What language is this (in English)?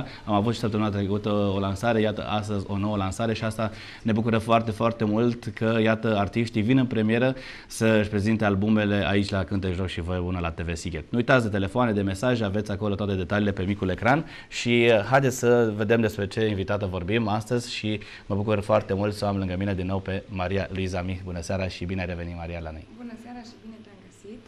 Romanian